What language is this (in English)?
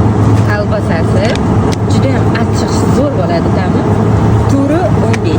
Uzbek